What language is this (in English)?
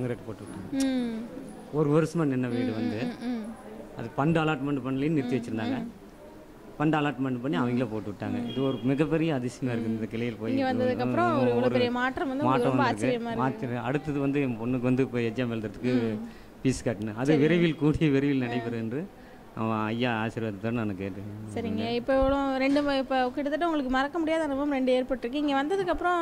Tamil